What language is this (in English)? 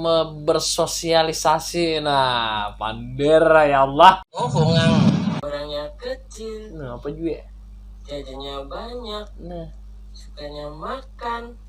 Banjar